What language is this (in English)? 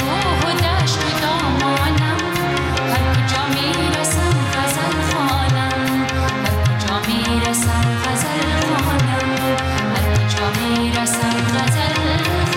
Persian